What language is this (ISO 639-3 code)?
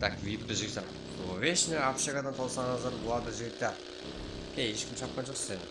kaa